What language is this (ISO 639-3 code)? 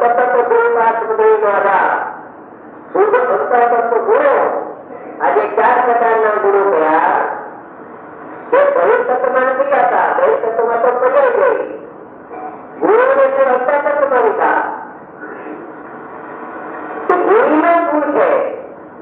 guj